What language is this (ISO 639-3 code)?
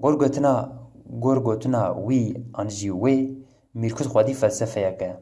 kur